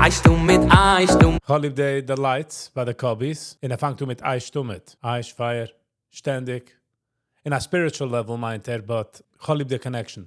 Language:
Yiddish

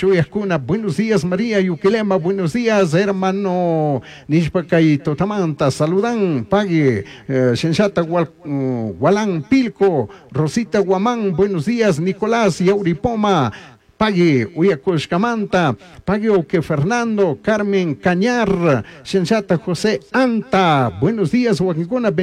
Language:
Chimborazo Highland Quichua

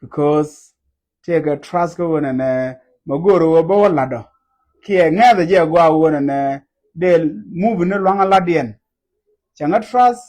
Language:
Nuer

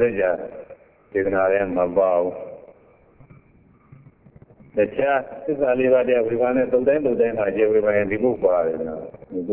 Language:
Burmese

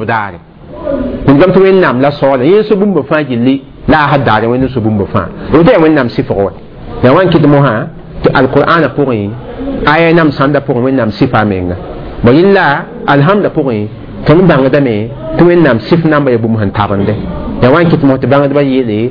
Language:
Mossi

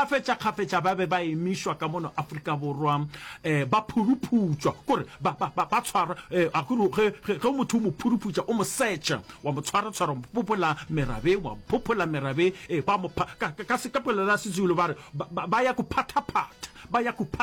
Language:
Northern Sotho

